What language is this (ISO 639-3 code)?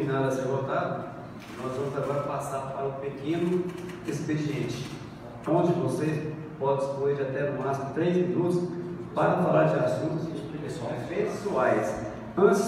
por